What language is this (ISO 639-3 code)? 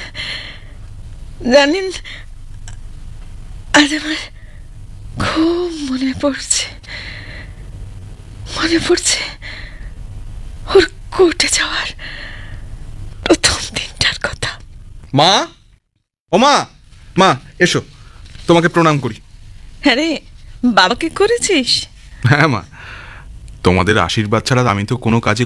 ben